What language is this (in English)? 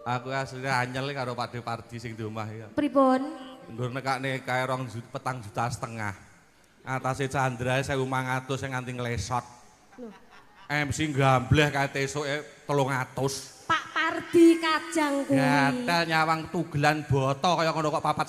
Javanese